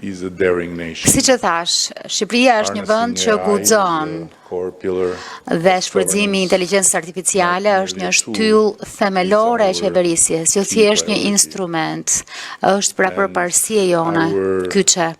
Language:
Albanian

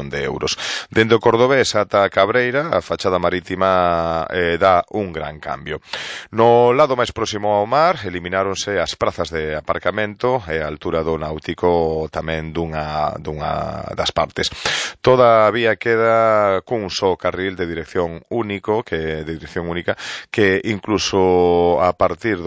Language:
Galician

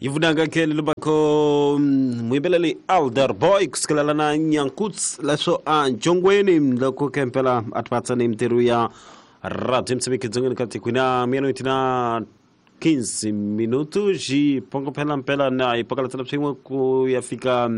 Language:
Tsonga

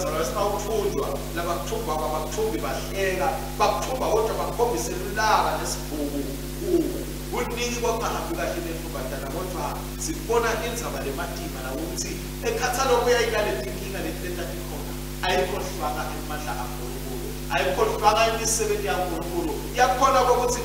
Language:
Swati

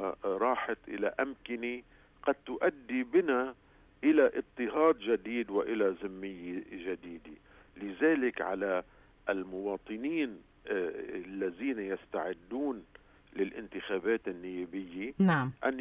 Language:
North Levantine Arabic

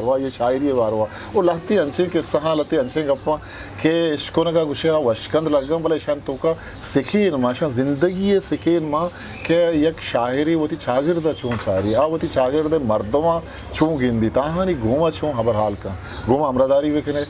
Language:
Eastern Balochi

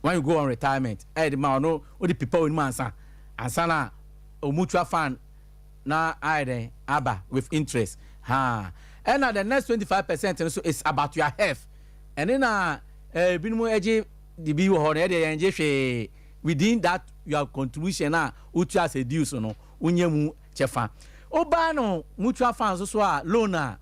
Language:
Akan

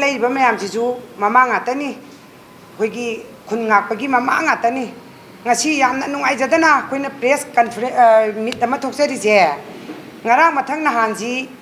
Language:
Manipuri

